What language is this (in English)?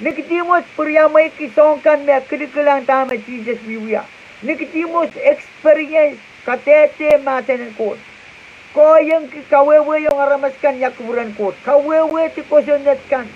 Pohnpeian